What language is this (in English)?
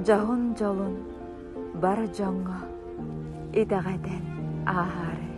Yakut